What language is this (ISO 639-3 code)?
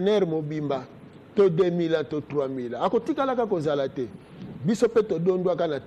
lin